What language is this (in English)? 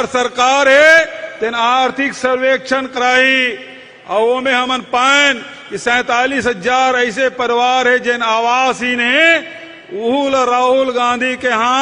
Chhattisgarhi